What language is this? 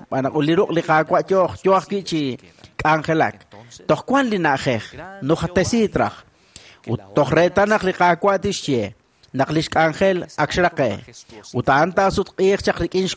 Kekchí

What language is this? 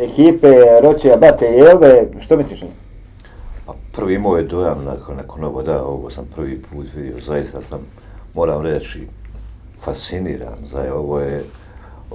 Bosnian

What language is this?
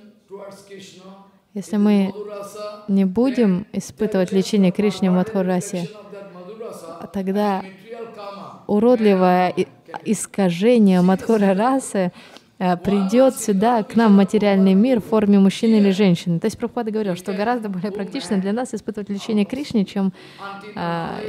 Russian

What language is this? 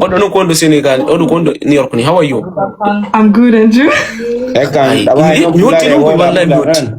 Fula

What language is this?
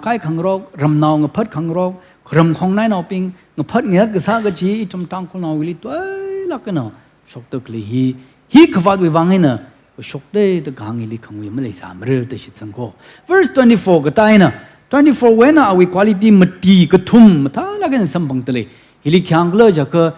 Tangkhul Naga (India)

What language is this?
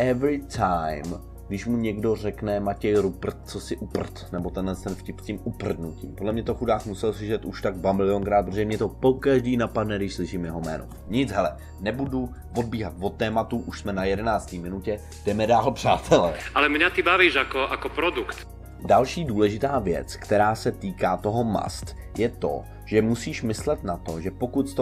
Czech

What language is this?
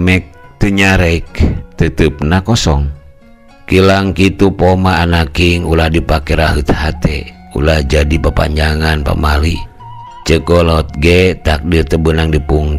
Sundanese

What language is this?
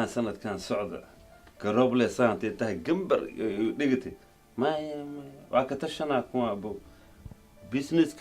Somali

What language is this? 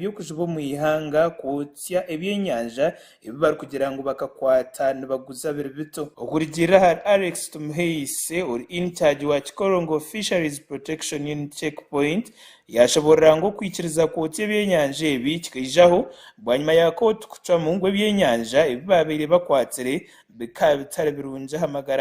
Nyankole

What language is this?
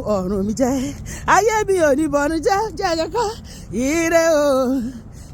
Yoruba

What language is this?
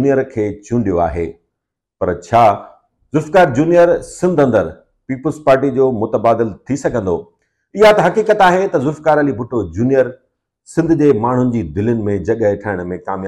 Sindhi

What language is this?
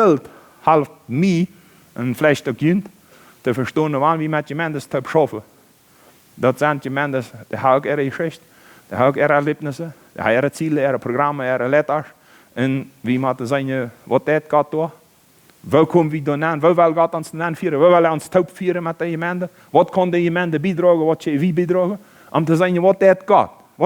Plautdietsch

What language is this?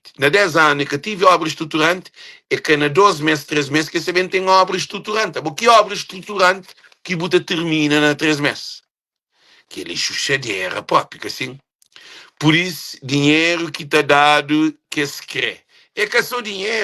Kabuverdianu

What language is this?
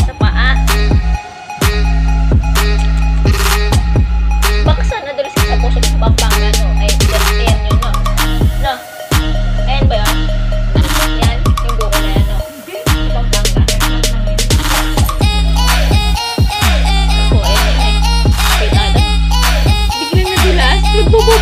Filipino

